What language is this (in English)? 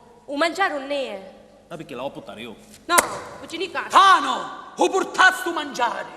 Sicilian